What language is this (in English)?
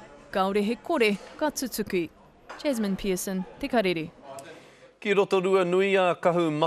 Māori